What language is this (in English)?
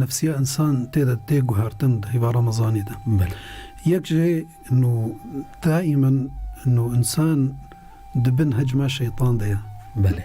Kurdish